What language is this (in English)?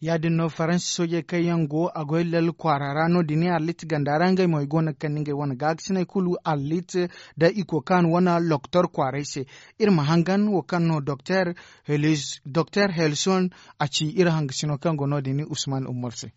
Zarma